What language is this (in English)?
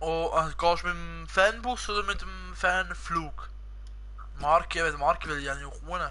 Swiss German